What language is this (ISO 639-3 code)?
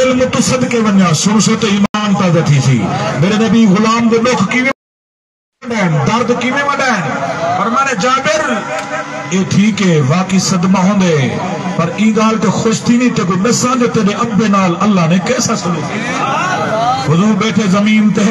skr